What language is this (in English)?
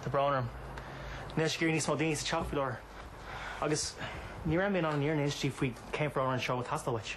Irish